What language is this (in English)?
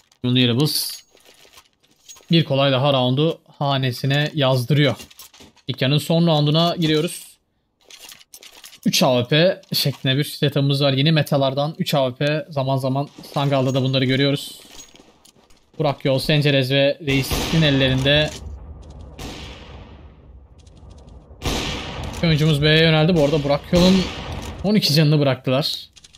Turkish